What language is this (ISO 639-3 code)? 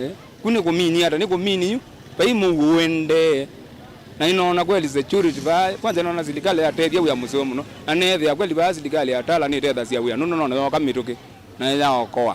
kam